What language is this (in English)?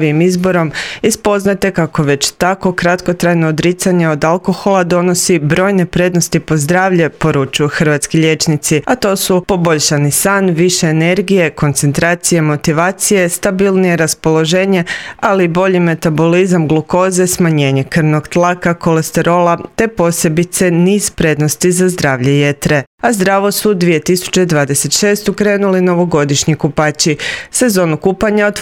Croatian